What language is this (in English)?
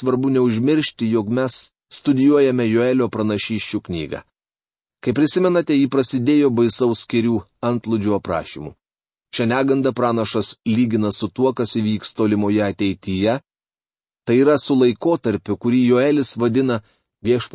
Lithuanian